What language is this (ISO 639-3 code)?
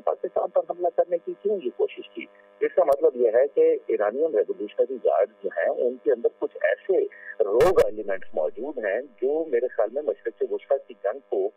urd